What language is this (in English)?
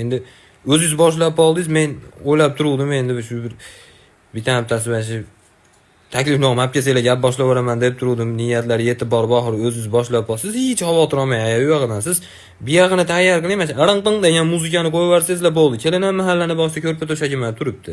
Uzbek